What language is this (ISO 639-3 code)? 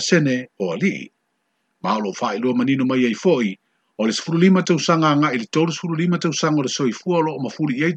smo